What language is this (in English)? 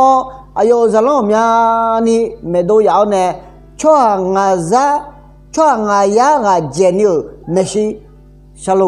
Akha